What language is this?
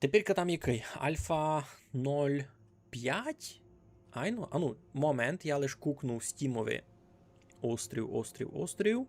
Rusyn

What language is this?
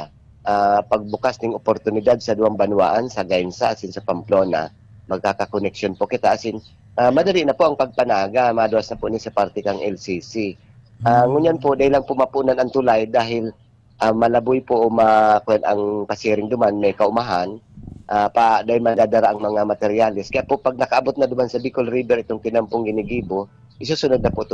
Bikol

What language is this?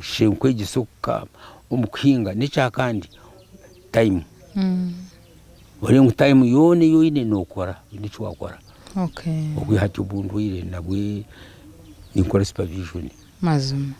Nyankole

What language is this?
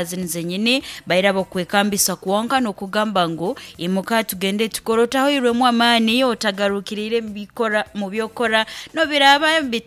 Nyoro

